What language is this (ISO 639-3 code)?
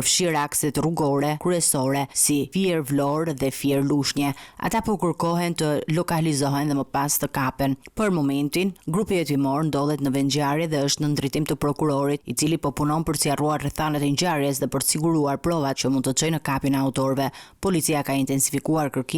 sqi